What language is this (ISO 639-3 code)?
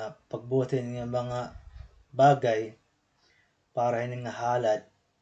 war